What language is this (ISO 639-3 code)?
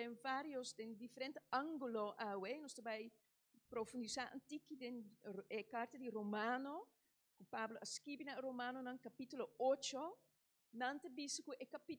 pap